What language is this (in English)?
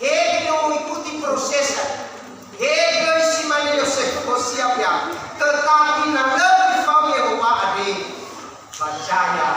Nias